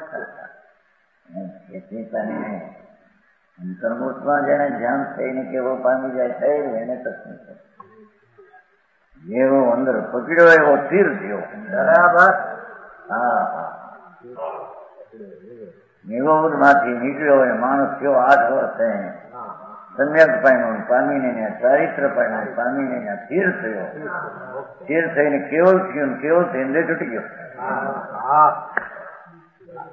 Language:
Gujarati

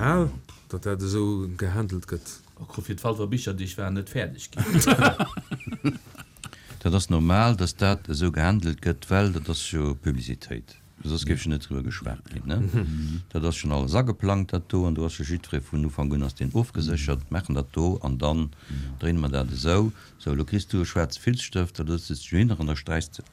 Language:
Luxembourgish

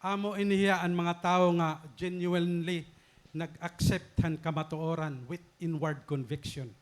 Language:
Waray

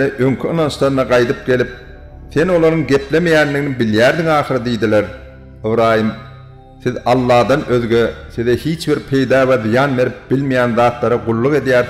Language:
Turkmen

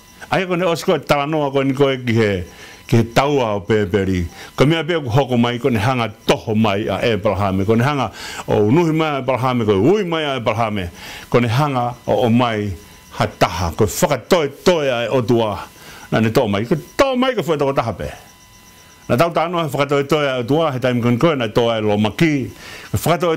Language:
Tongan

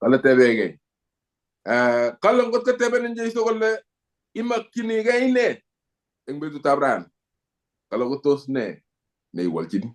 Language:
Kalenjin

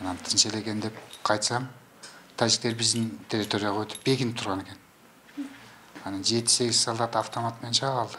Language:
Kyrgyz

